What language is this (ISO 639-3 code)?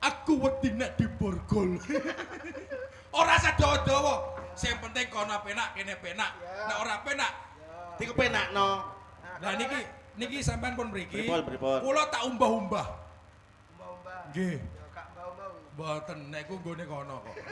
jav